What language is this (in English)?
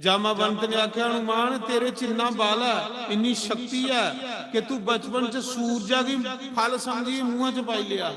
Dogri